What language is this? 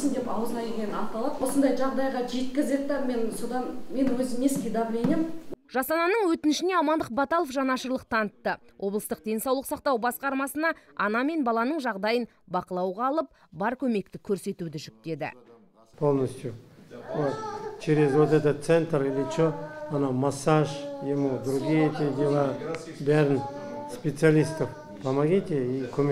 Kazakh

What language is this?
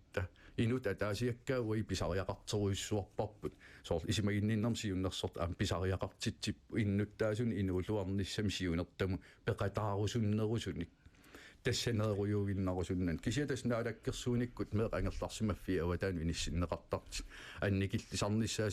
Kalaallisut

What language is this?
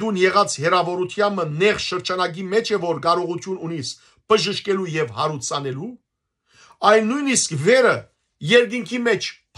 Western Armenian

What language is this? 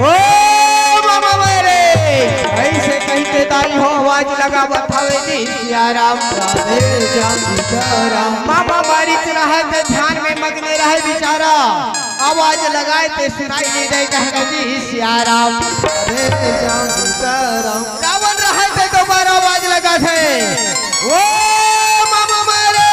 Chhattisgarhi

